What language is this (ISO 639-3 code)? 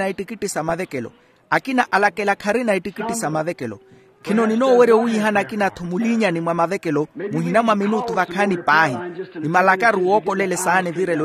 vmw